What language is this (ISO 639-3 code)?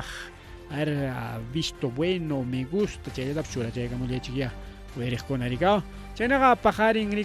quy